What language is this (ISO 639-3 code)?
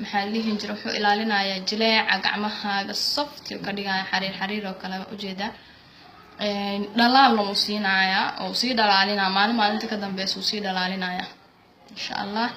som